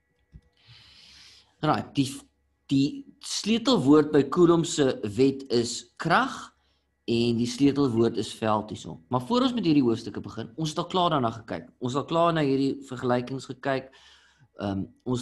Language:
Afrikaans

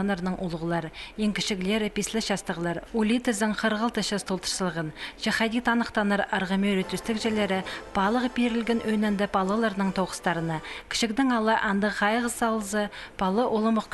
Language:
Khakas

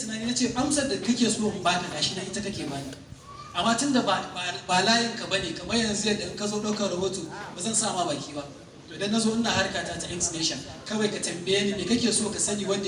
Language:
Hausa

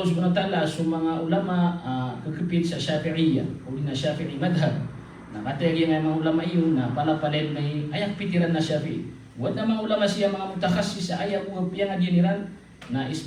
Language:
Maranao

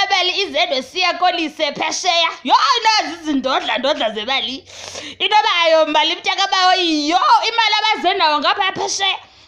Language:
Xhosa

